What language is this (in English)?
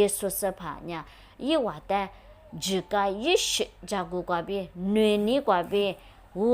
Lisu